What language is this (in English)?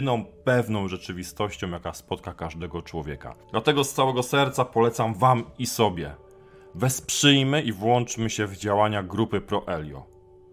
Polish